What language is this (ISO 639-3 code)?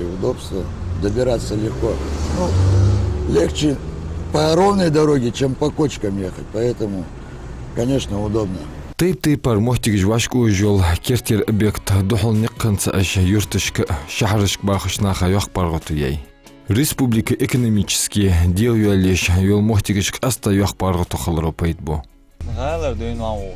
inh